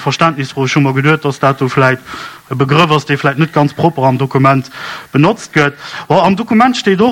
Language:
Luxembourgish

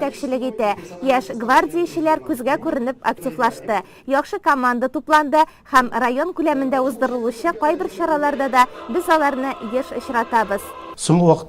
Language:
Tatar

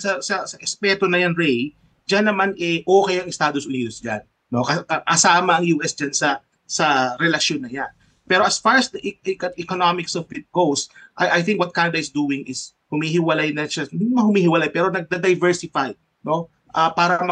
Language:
Filipino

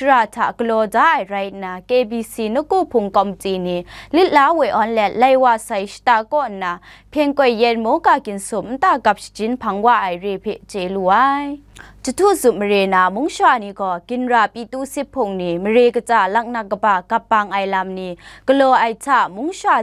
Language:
Kachin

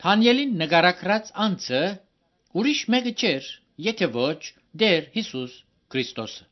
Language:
Armenian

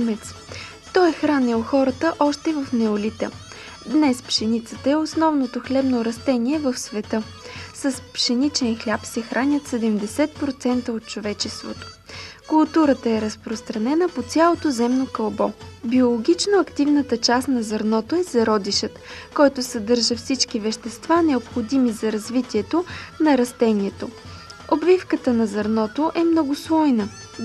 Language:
Bulgarian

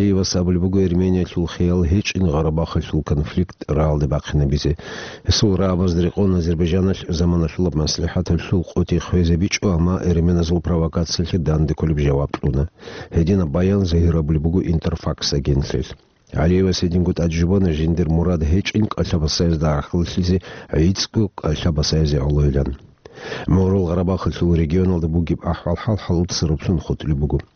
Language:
Avaric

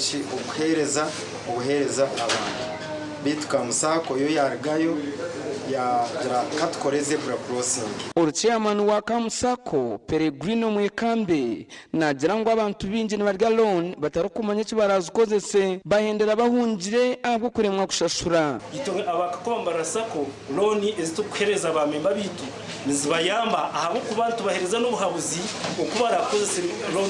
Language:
Nyankole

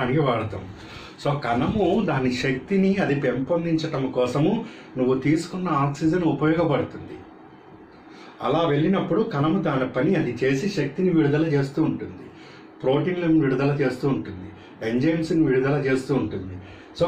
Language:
Telugu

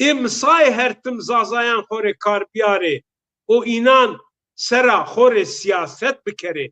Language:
Zaza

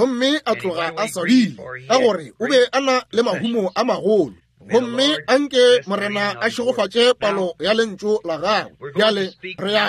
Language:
Northern Sotho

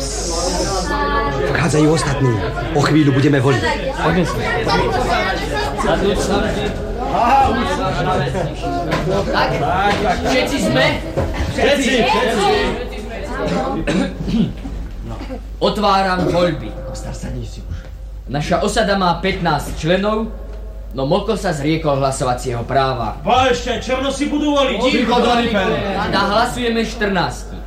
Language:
Slovak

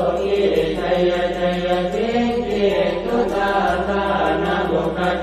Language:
Pali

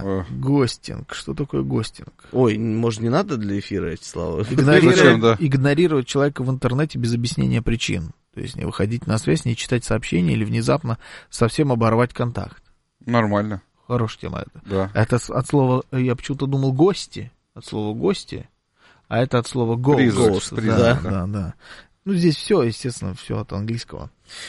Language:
Russian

